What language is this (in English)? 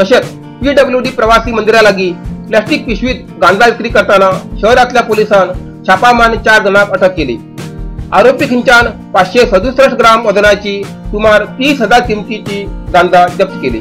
Konkani